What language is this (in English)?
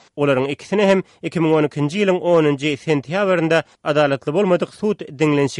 Turkmen